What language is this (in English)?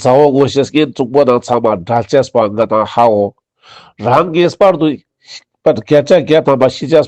Ladakhi